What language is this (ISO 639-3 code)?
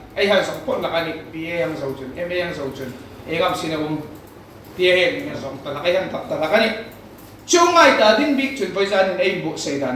hmr